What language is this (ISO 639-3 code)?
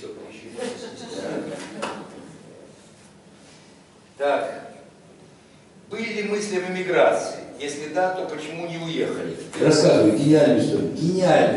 rus